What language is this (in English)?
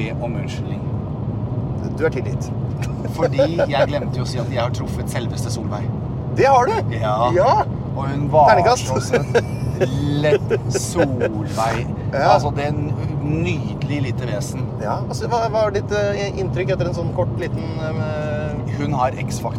Norwegian